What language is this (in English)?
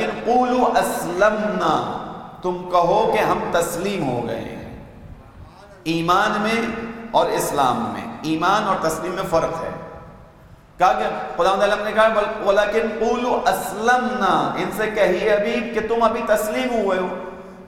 Urdu